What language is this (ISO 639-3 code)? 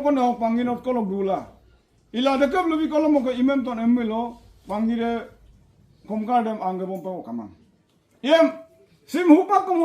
adi